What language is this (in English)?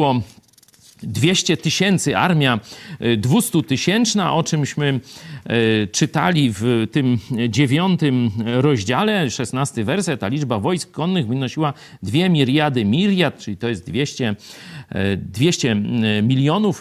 Polish